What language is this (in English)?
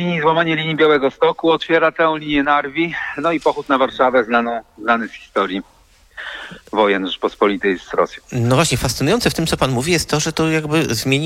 Polish